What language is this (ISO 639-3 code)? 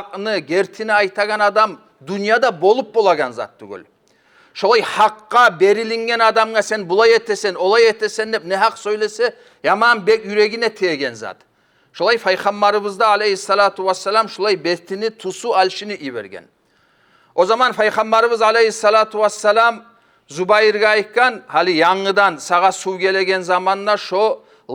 kum